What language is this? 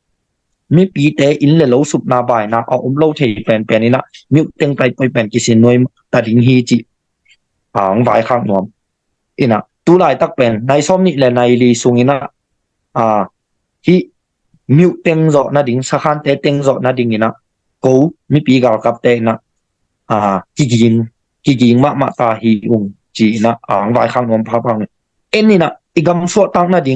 Tedim Chin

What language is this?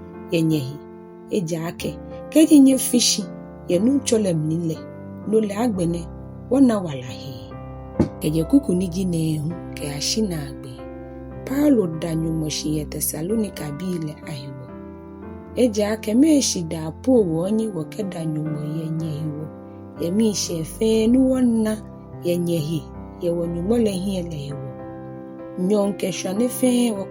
Ga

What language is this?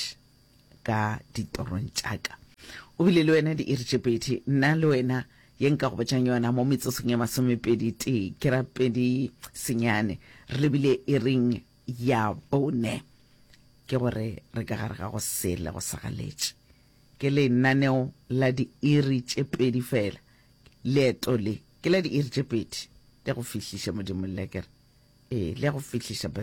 Northern Sotho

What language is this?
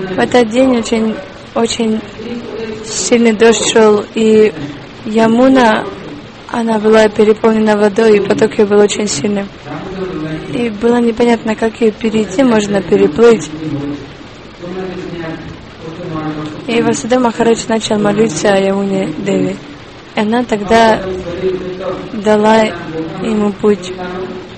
Russian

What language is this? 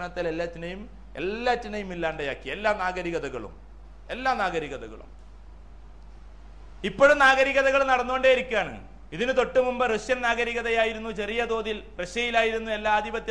Malayalam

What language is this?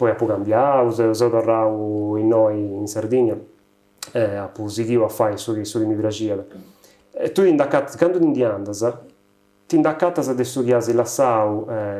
Sardinian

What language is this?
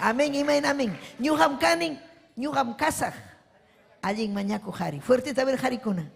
Ayacucho Quechua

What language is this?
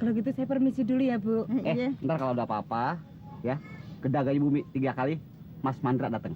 Betawi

